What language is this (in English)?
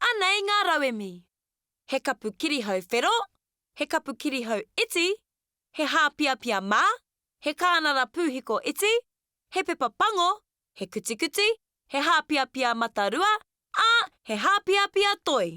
Māori